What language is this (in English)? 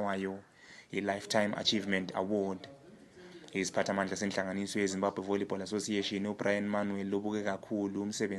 North Ndebele